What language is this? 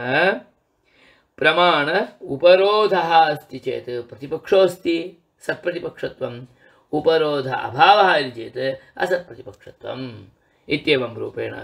Sanskrit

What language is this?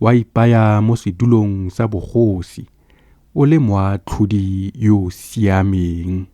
Tswana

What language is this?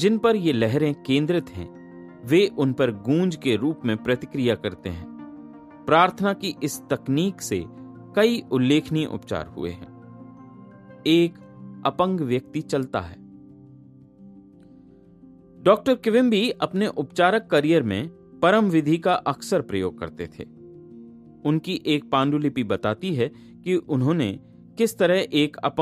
Hindi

